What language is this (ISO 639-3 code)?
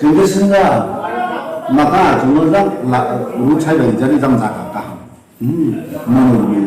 ria